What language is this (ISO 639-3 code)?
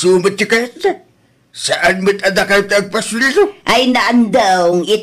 ilo